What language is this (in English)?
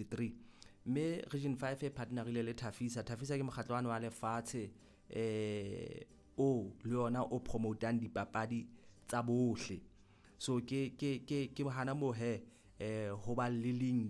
Southern Sotho